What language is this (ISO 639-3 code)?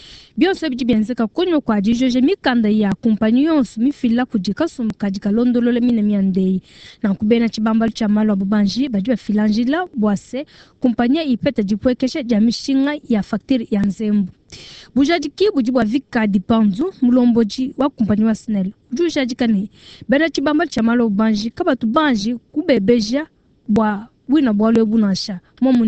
lua